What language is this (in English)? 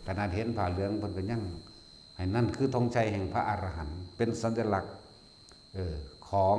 Northeastern Thai